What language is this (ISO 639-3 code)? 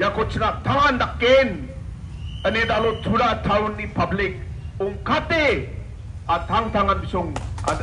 grt